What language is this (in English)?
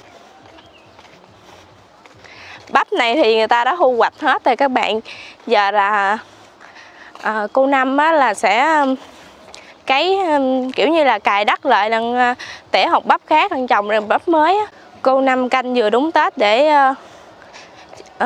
Vietnamese